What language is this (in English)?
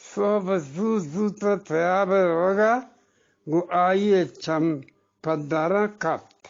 Eastern Balochi